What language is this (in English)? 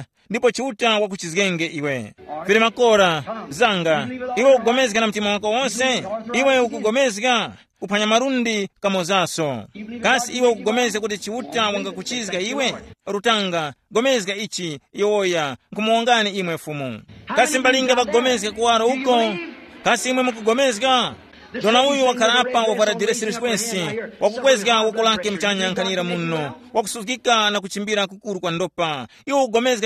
Tumbuka